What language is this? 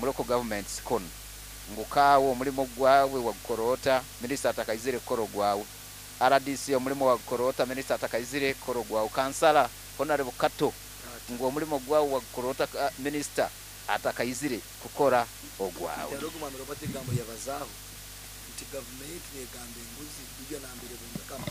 Nyoro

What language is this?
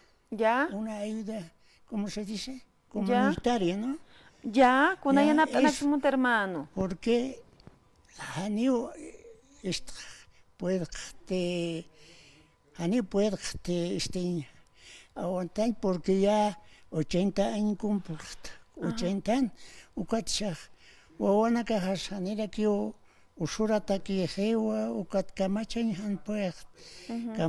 Aymara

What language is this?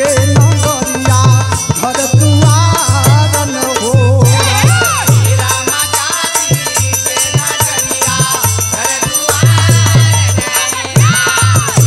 Bhojpuri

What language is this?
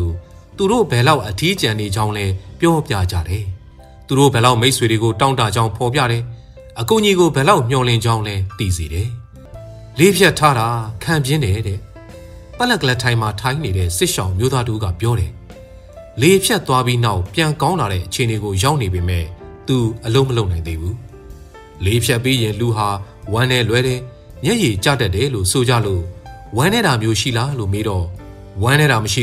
Burmese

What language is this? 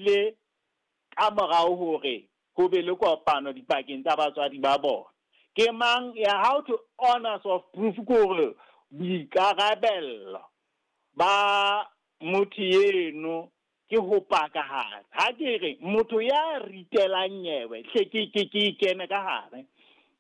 Southern Sotho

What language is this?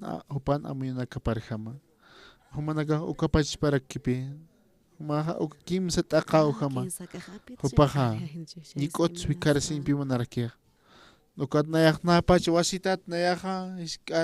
Aymara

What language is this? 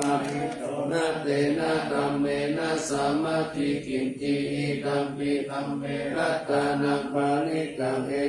Pali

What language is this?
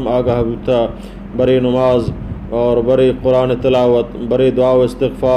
Baluchi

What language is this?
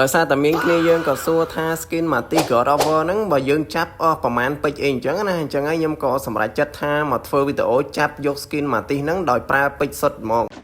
Khmer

